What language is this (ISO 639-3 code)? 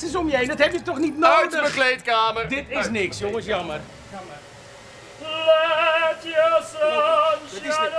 nld